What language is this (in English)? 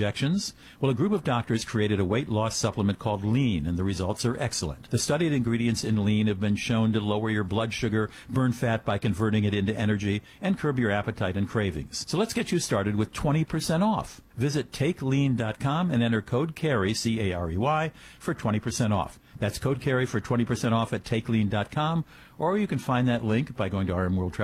English